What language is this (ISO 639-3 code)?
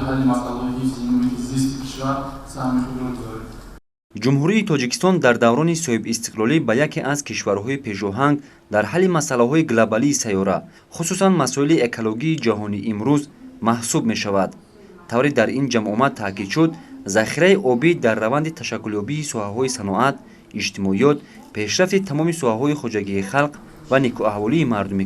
tgk